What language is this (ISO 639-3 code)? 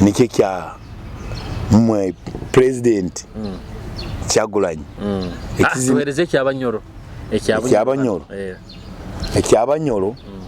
nyo